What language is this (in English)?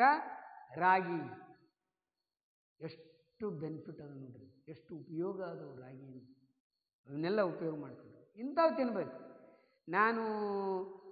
Kannada